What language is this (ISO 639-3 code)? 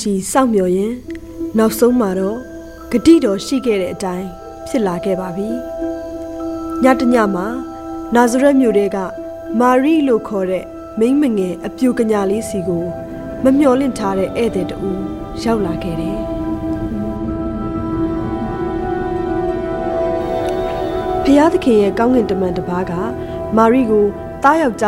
mya